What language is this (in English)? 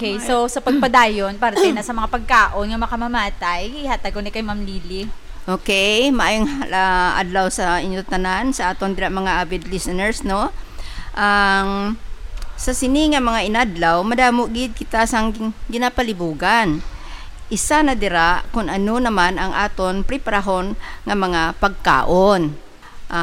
Hiligaynon